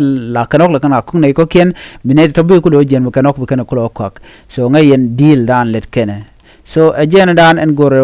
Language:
Nuer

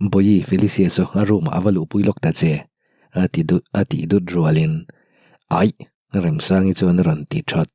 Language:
Mizo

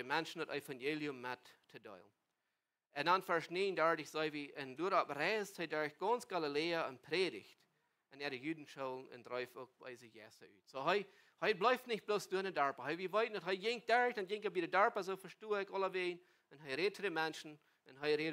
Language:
Plautdietsch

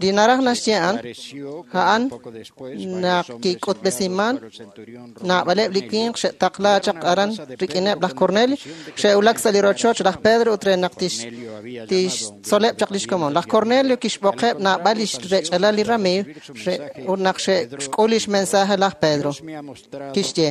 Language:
Kekchí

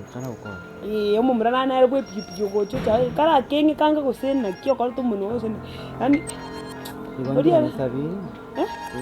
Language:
Gusii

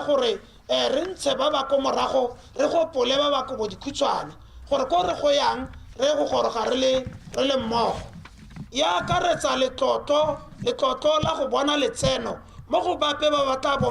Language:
Tswana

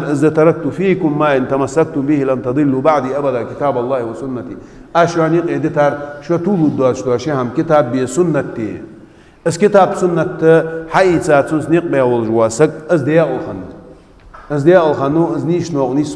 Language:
Ingush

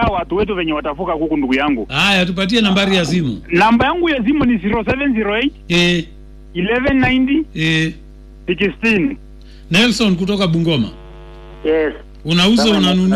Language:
Swahili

